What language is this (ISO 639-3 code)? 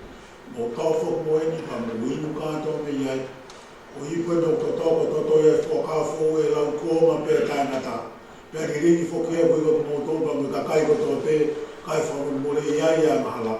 ton